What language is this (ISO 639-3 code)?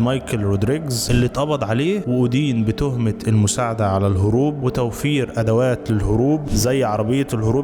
arz